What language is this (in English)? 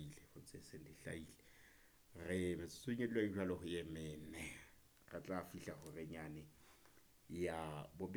Southern Sotho